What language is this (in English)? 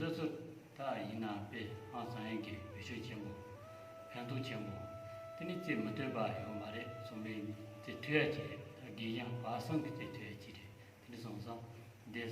Tibetan